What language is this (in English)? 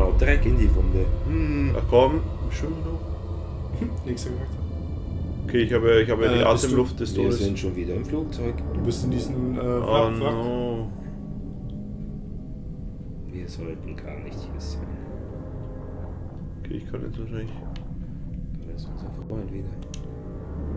German